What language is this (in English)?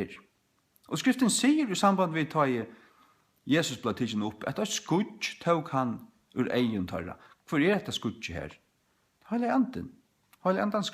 Faroese